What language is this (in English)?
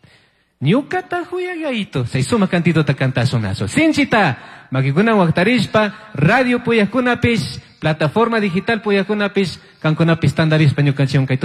Chimborazo Highland Quichua